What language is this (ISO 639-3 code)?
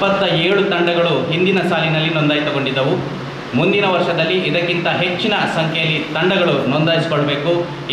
kan